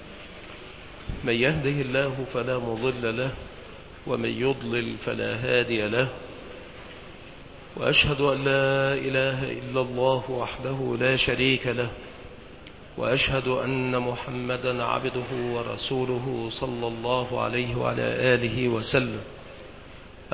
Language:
Arabic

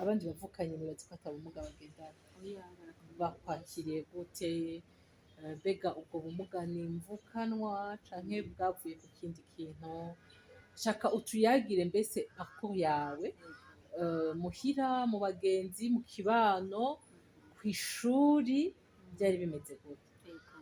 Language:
Rundi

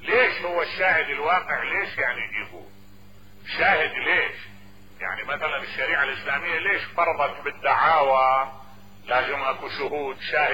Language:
Mesopotamian Arabic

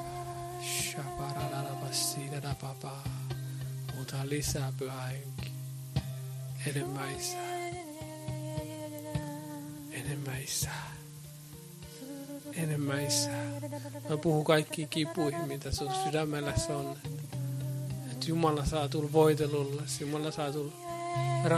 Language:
Finnish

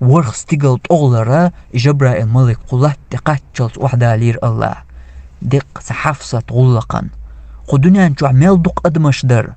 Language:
Chechen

